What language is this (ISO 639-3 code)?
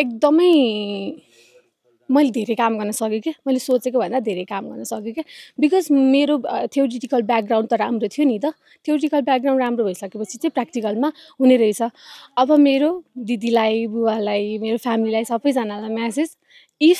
nep